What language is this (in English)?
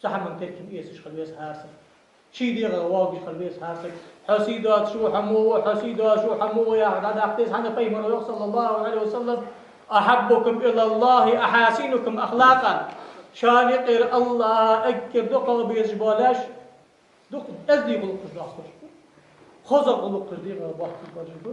Ingush